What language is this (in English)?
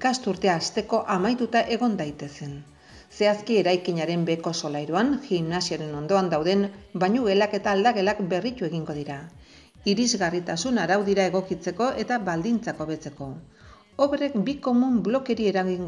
Basque